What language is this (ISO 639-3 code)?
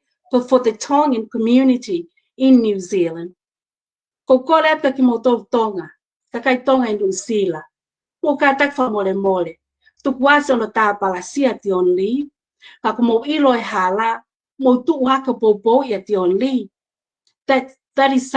ton